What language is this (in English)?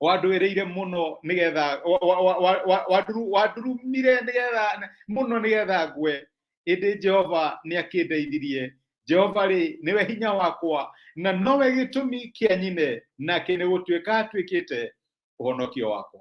Kikuyu